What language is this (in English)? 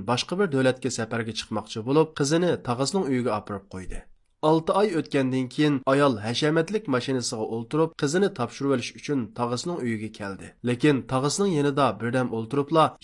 Uyghur